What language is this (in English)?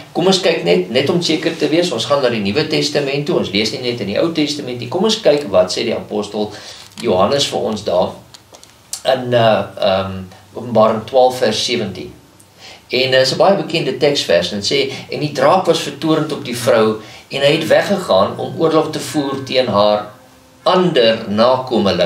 Afrikaans